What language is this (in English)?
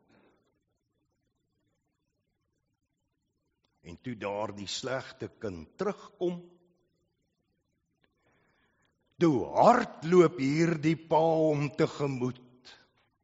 Afrikaans